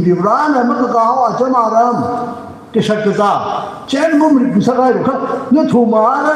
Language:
Tangkhul Naga (India)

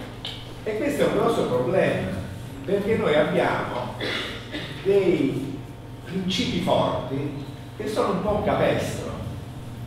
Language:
Italian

